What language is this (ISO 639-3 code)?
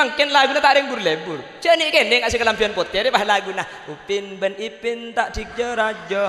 mad